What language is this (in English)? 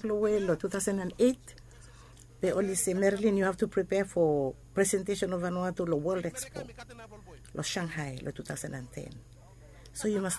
Bislama